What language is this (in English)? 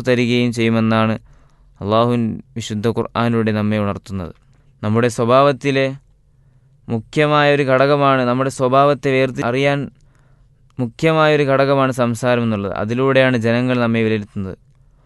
Malayalam